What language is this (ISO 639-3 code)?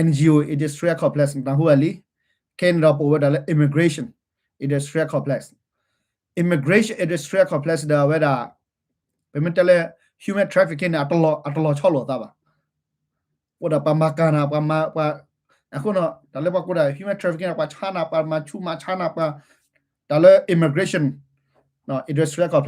ksw